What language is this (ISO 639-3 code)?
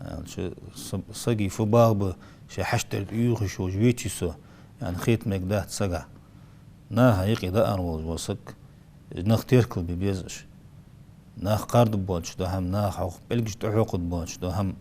inh